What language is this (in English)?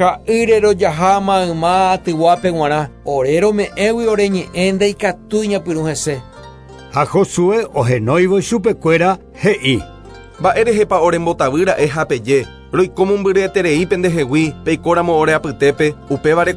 Guarani